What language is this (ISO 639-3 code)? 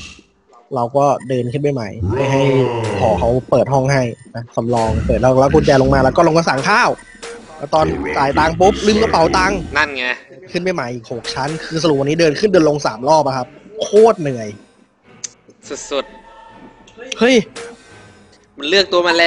tha